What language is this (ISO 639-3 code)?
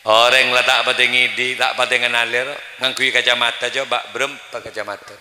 mad